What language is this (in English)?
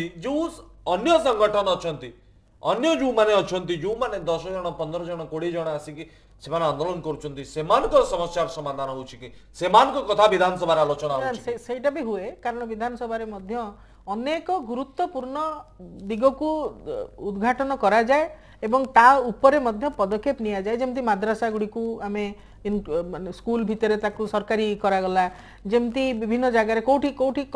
Odia